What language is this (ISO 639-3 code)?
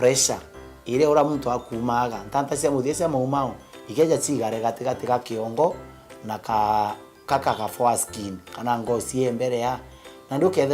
mer